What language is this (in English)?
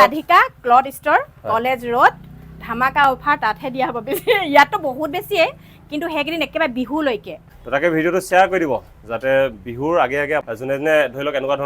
Assamese